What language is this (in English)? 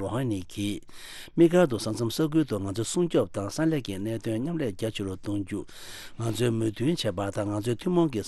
Tibetan